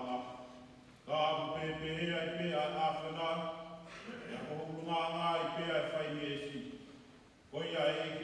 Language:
Tongan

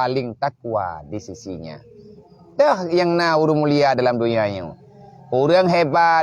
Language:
Achinese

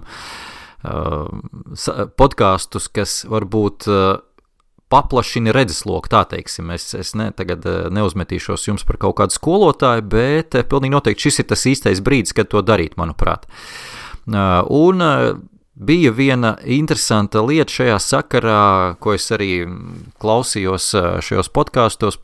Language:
Latvian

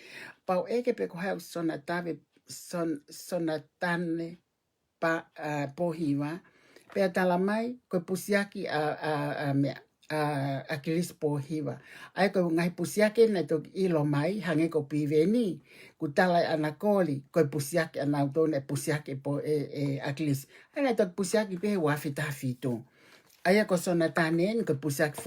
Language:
Tongan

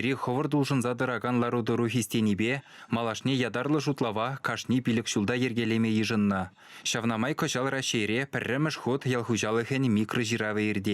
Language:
Chuvash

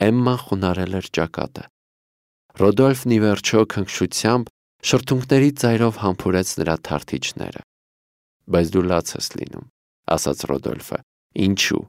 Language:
Armenian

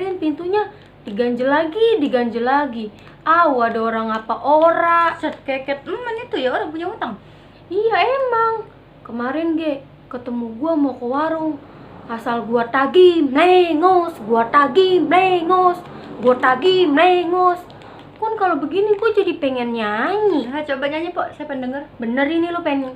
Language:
Betawi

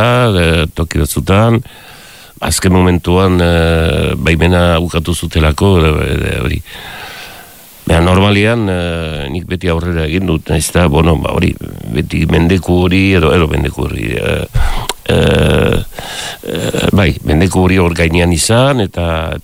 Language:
Basque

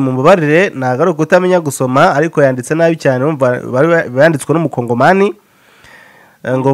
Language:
Kinyarwanda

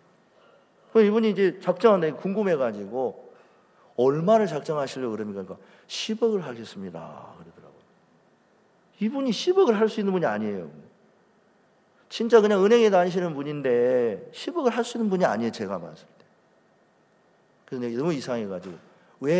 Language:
Korean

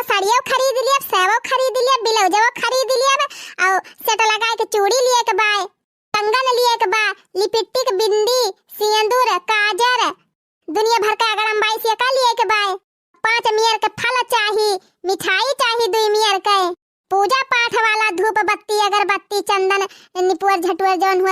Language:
Awadhi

